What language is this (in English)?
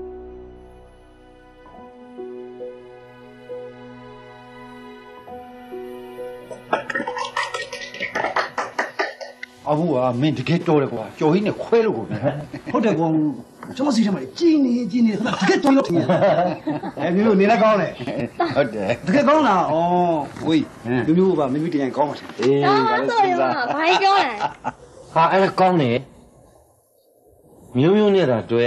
Burmese